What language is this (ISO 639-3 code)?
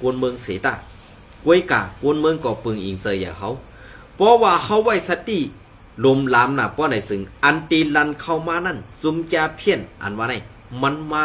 shn